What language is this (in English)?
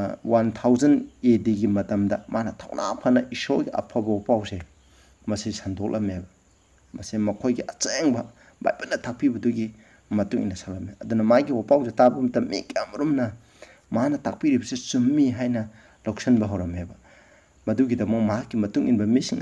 Manipuri